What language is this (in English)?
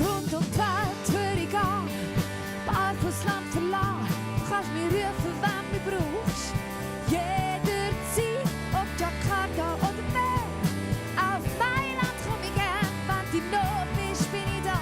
Swiss German